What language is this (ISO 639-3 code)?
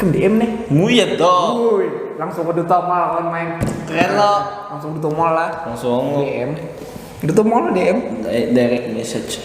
bjn